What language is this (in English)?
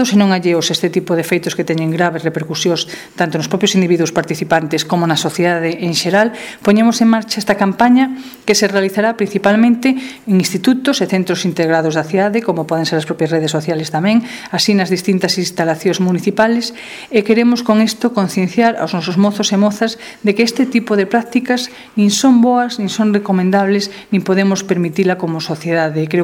Galician